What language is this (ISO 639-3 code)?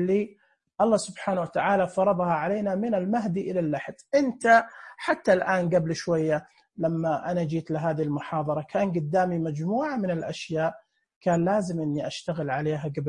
ars